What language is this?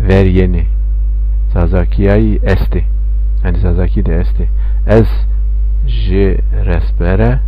Zaza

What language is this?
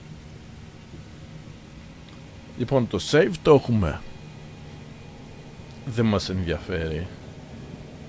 Greek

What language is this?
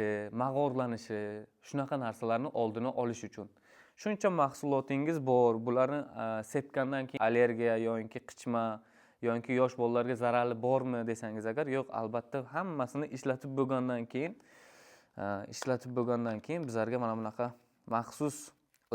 Uzbek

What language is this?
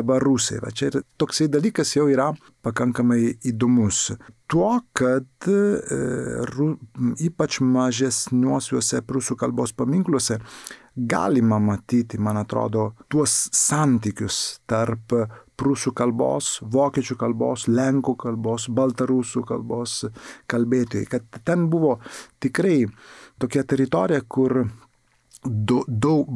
Lithuanian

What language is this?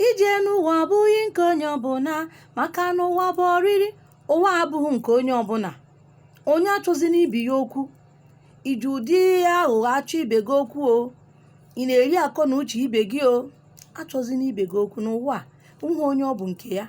Igbo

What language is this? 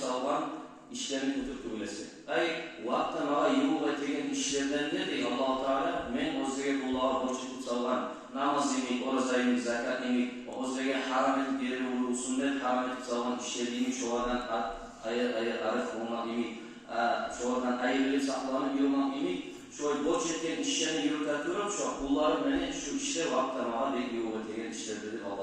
Kumyk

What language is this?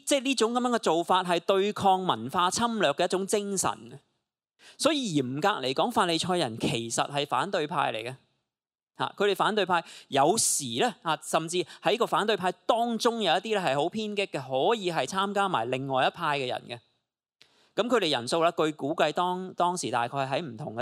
Cantonese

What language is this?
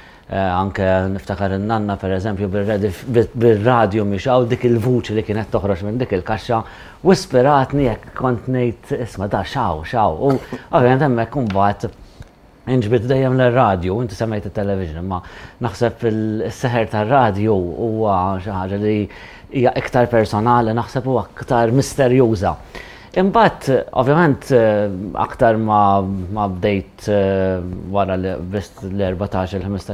Maltese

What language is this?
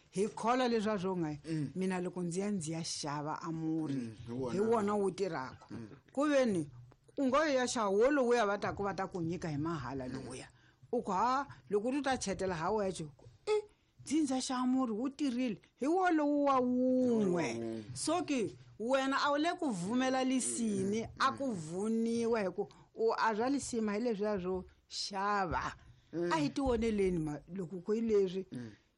Tsonga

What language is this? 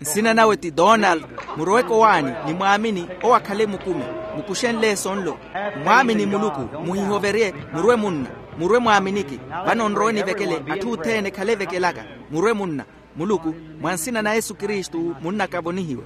Makhuwa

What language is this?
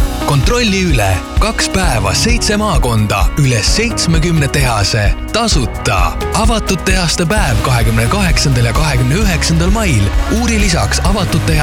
Estonian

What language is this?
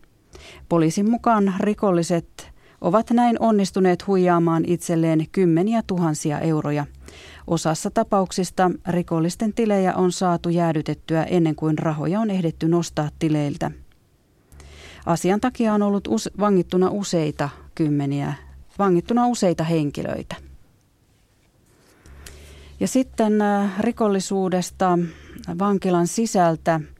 Finnish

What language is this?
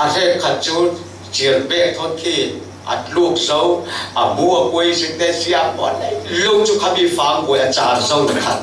Falam Chin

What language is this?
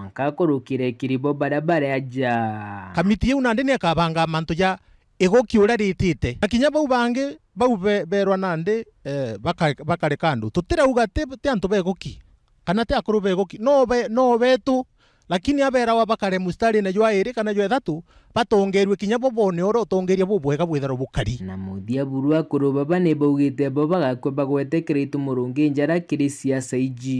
Meru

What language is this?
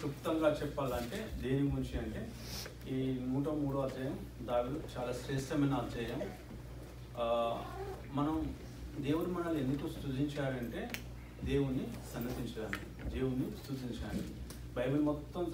Telugu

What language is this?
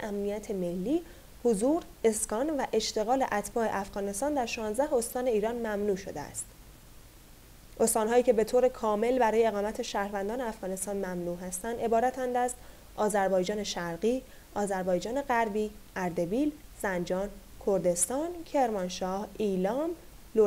Persian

